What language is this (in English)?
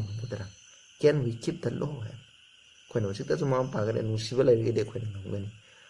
Manipuri